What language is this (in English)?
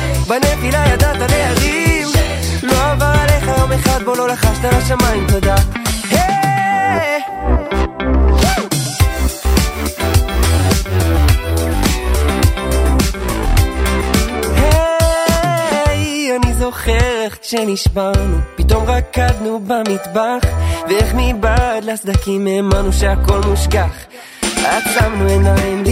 Hebrew